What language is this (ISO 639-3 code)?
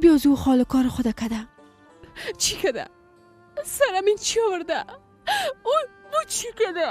fas